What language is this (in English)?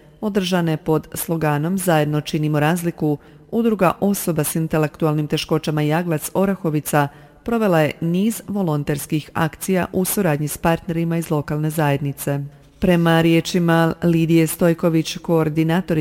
Croatian